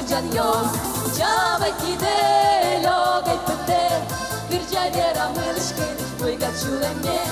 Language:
Udmurt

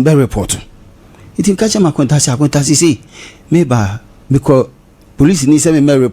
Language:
Akan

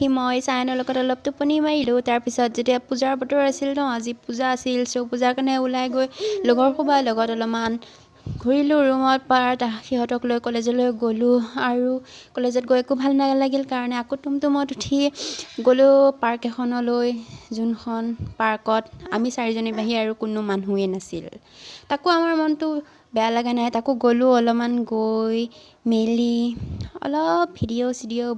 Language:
Assamese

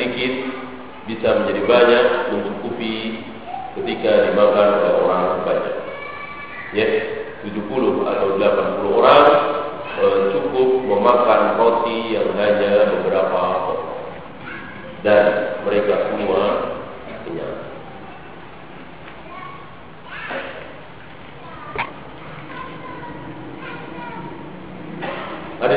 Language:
Indonesian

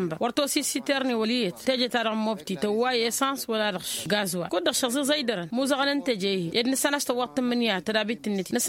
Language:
Tamasheq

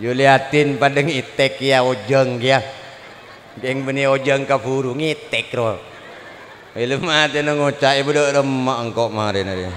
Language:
Madurese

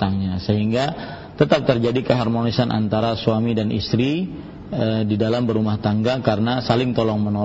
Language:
Indonesian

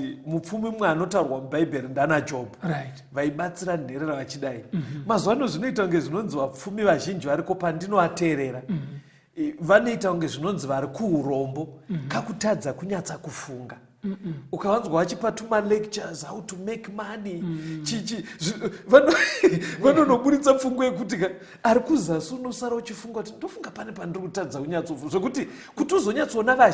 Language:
Shona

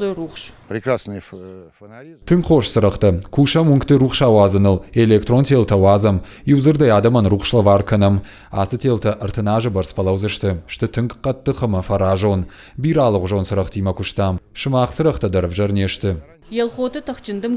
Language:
Ossetic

